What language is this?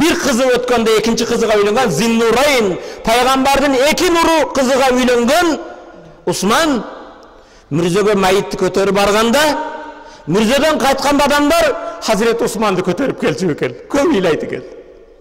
Kyrgyz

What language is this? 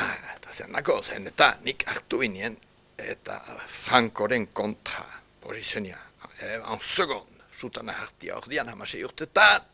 Basque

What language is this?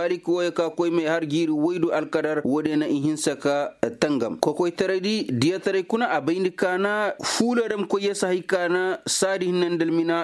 Koyraboro Senni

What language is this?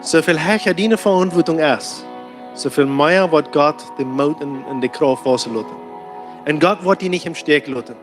Plautdietsch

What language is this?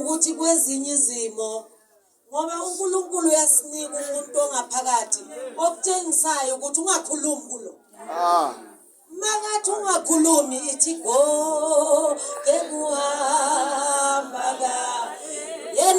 Zulu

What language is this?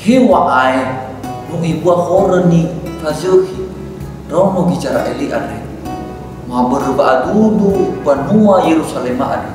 Nias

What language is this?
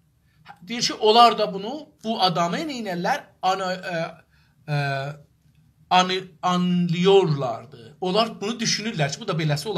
South Azerbaijani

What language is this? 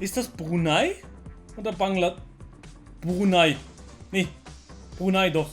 Swiss German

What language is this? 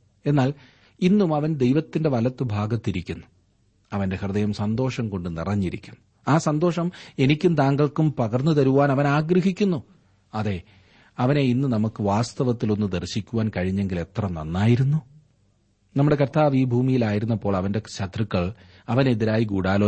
Malayalam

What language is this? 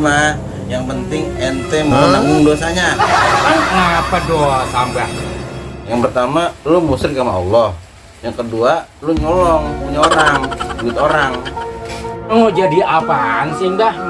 Betawi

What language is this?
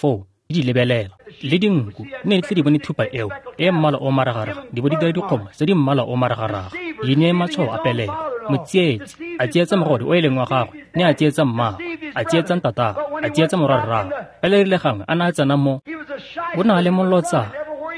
Tswana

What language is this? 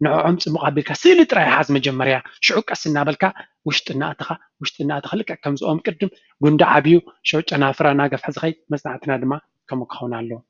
Tigrinya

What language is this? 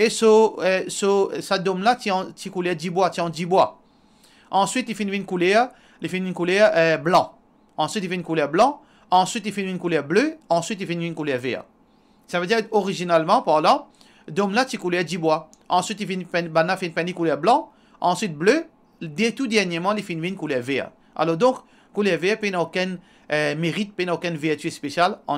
Morisyen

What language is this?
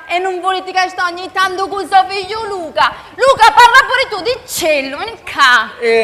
Sicilian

